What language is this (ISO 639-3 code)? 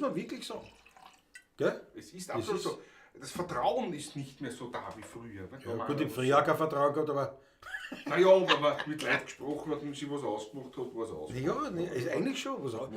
bar